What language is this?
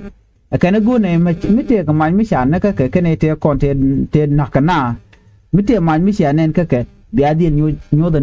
Nuer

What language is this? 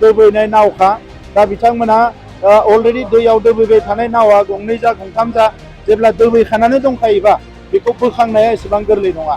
Bodo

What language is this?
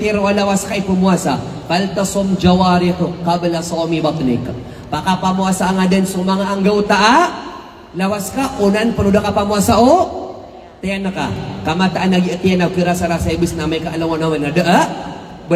Maranao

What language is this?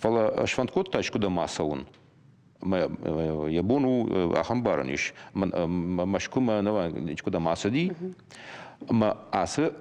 Ossetic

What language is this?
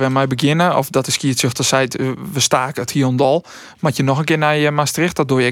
Western Frisian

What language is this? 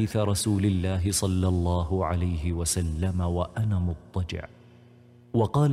Arabic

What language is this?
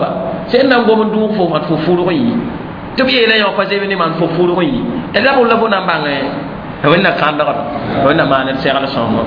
Mossi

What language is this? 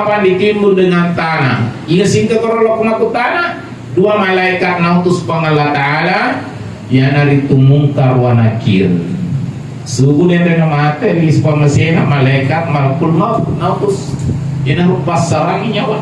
Buginese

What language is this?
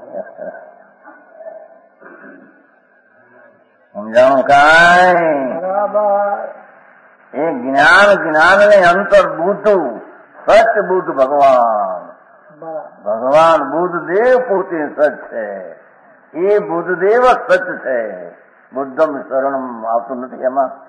Gujarati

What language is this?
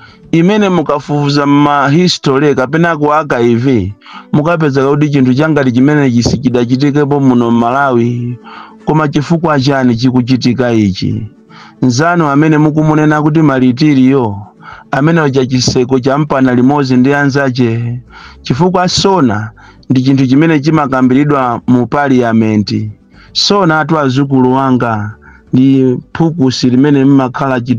Nyanja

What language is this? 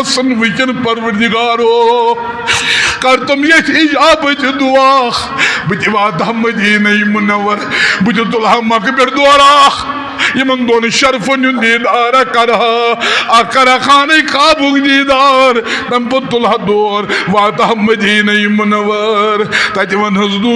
Kashmiri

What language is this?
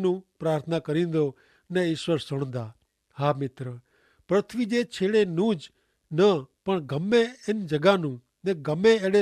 Kachhi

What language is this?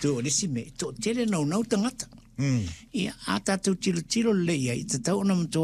Samoan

